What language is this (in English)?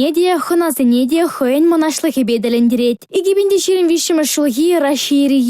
Chuvash